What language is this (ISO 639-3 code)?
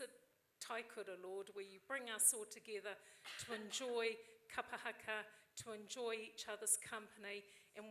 mri